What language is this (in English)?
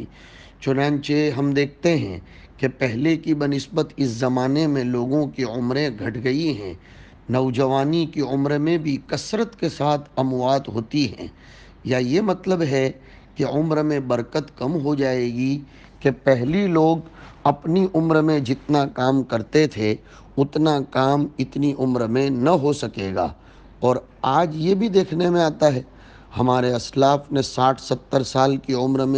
Urdu